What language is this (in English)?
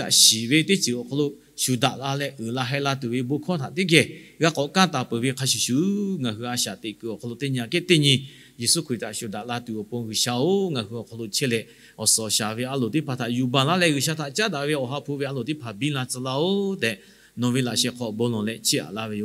Lahu